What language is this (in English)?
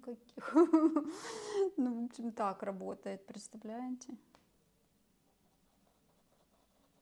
Russian